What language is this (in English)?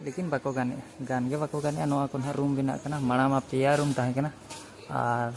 Santali